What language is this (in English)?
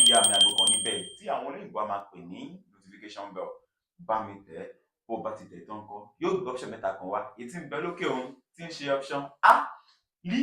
Yoruba